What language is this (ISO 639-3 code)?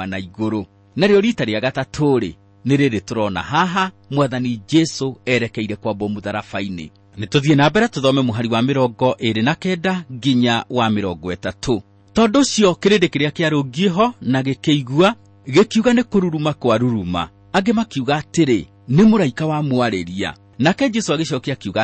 kik